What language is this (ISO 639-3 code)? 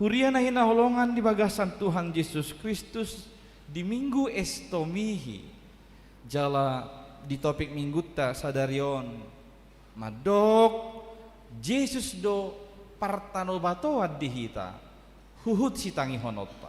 bbc